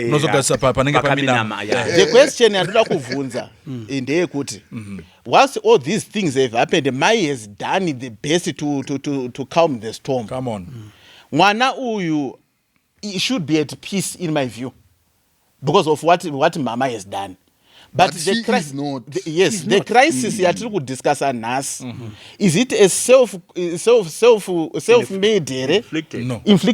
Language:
Shona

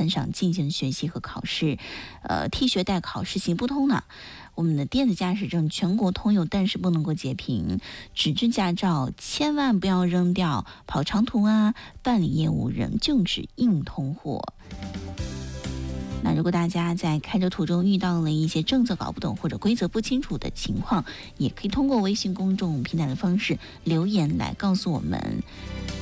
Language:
Chinese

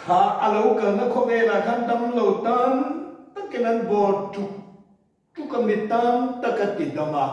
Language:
Mizo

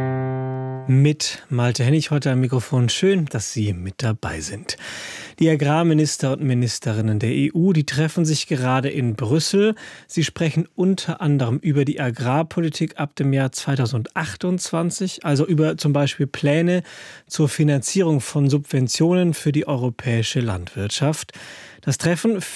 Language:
German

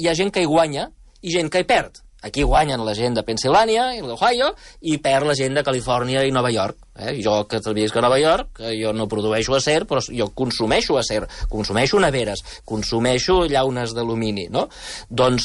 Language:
Catalan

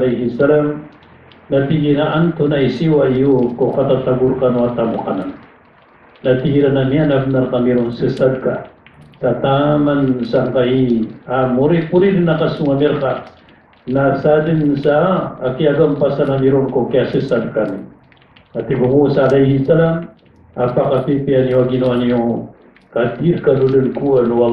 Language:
Maranao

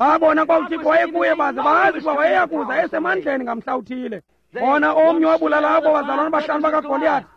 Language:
Xhosa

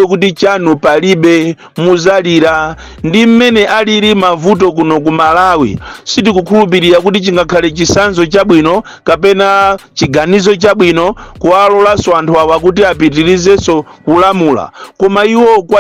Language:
Nyanja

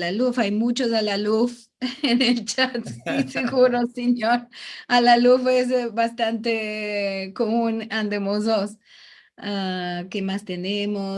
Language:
Ladino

